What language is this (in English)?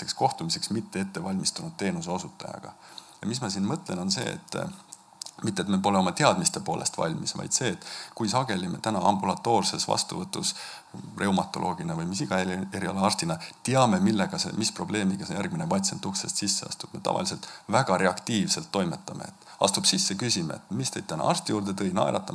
Estonian